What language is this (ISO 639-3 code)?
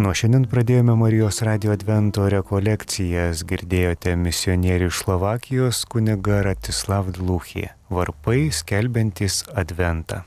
lit